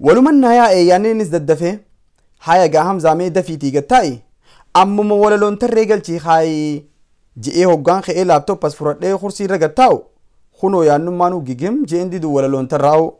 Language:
Oromo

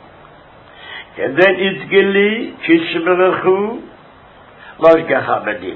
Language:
Hebrew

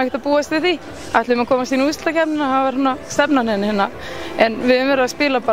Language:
Icelandic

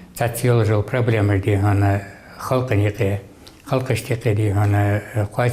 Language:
Ingush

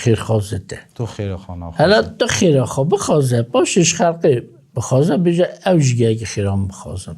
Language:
Kurdish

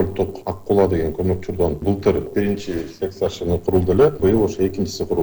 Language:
Kyrgyz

